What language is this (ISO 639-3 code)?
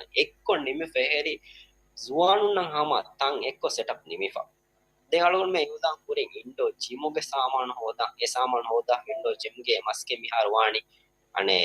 div